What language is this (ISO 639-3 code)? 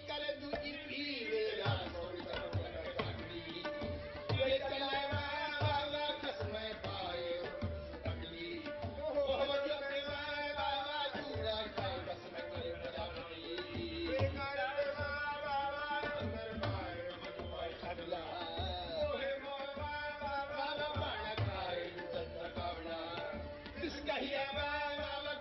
pan